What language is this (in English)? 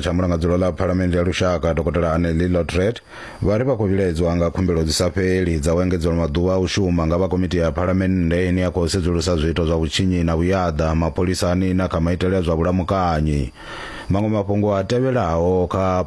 Venda